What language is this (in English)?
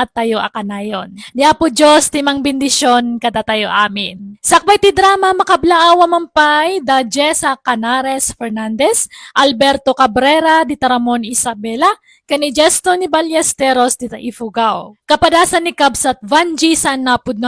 Iloko